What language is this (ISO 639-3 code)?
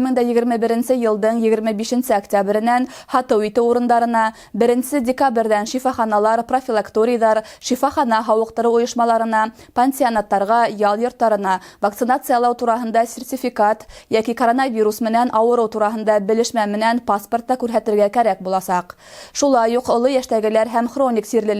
bak